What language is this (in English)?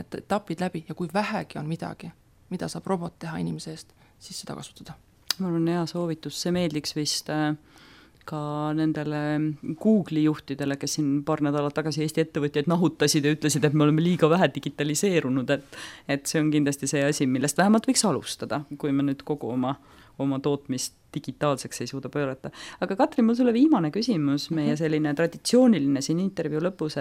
Estonian